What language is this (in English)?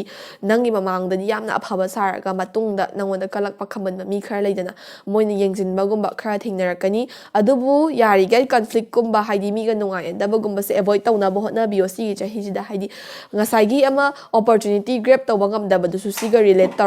Manipuri